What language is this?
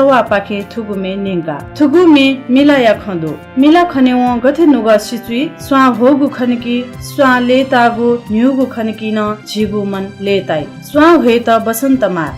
Newari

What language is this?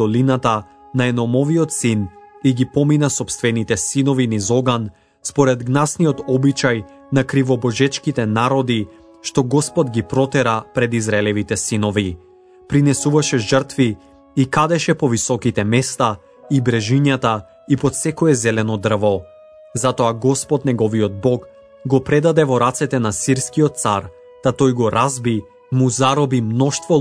Macedonian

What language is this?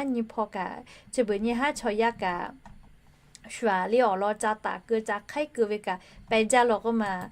Lahu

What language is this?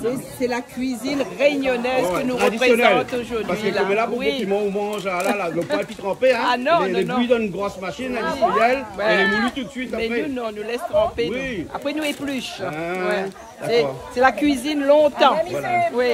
Réunion Creole French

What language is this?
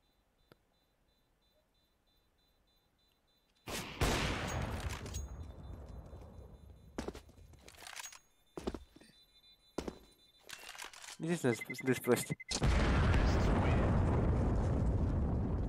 Romanian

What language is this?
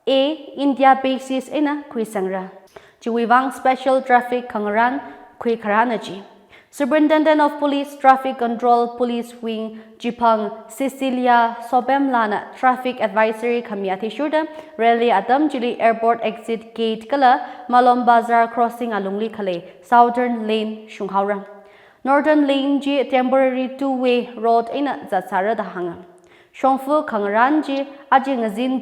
Tangkhul Naga (India)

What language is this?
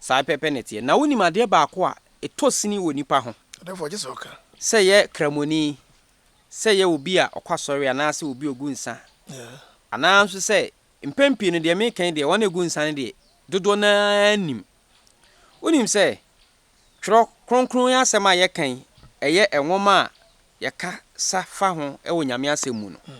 Akan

